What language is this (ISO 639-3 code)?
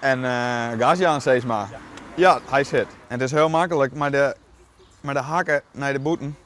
fry